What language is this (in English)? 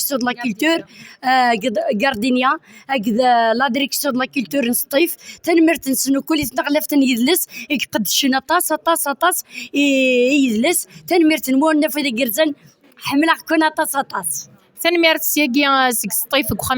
Kabyle